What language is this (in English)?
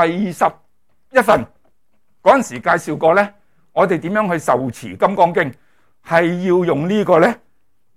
Cantonese